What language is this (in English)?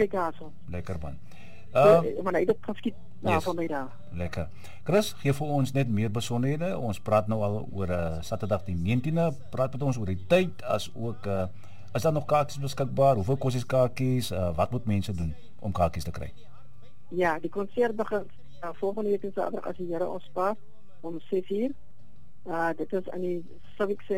Afrikaans